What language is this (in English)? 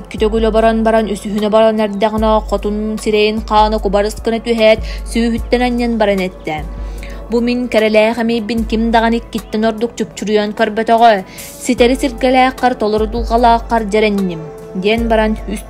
Yakut